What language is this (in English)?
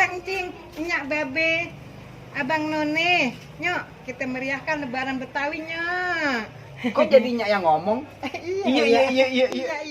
Betawi